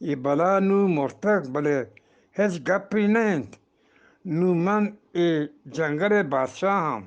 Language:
Eastern Balochi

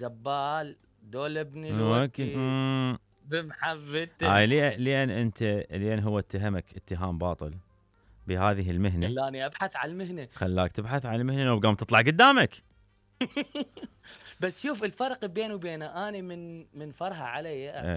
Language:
Mesopotamian Arabic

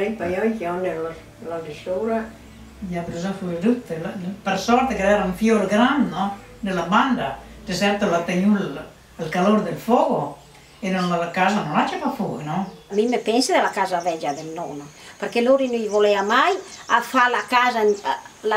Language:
Venetian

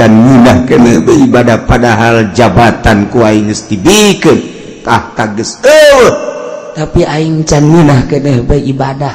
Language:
Sundanese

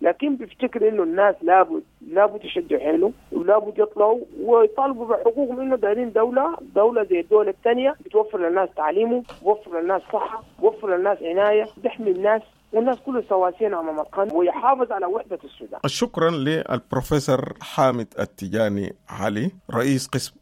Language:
Sudanese Arabic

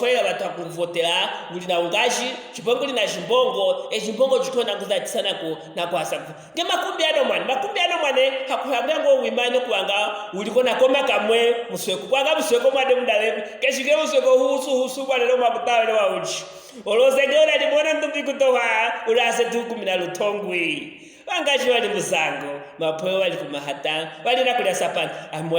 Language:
Luvale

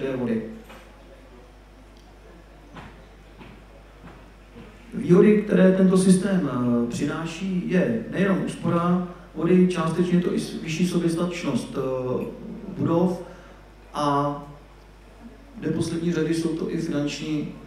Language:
Czech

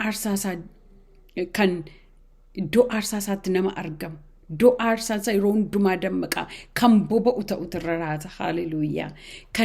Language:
Oromo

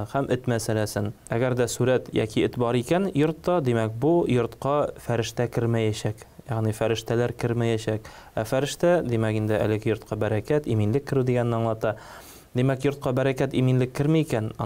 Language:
Tatar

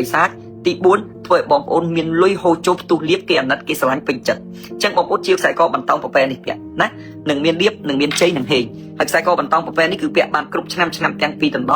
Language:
Khmer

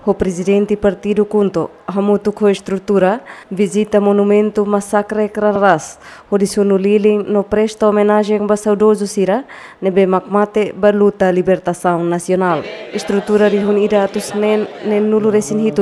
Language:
Tetum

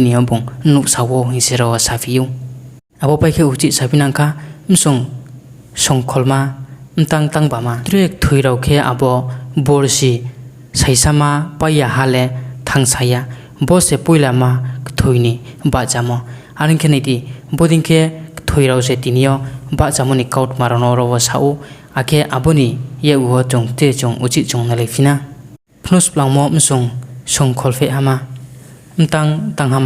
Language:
Riang (India)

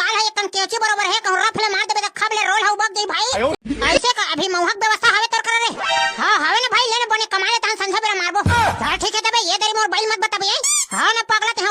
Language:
Chhattisgarhi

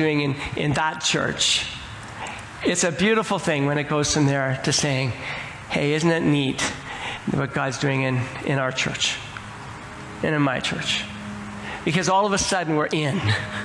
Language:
English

